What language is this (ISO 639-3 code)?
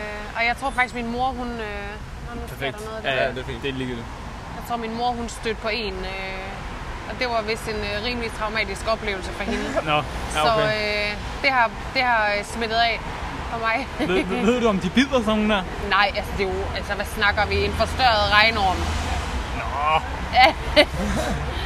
dan